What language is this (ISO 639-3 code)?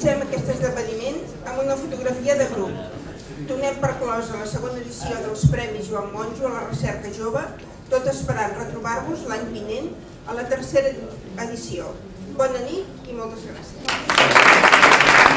cat